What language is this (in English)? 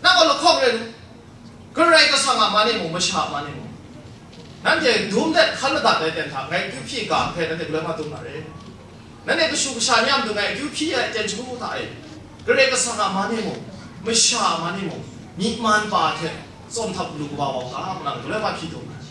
Kachin